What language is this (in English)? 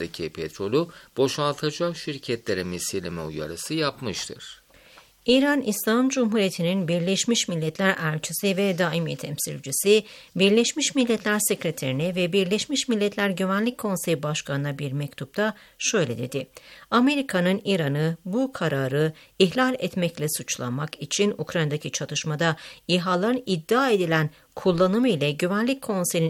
Turkish